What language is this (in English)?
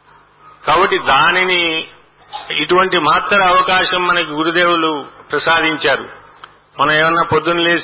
Telugu